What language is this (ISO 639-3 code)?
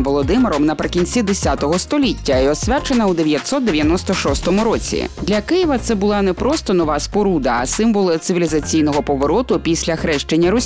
ukr